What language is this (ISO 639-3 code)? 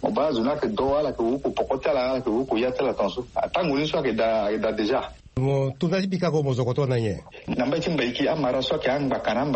sag